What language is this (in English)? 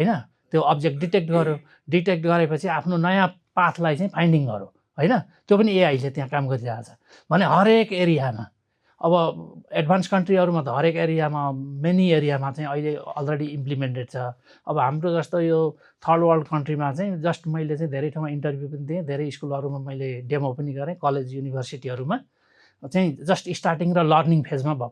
Nepali